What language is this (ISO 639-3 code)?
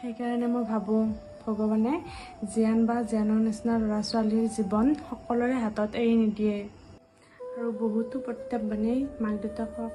asm